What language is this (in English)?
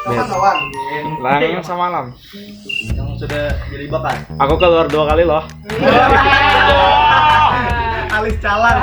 Banjar